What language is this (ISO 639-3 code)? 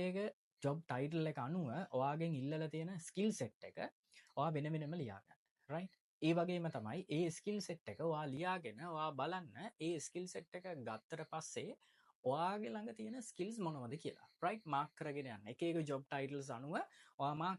sin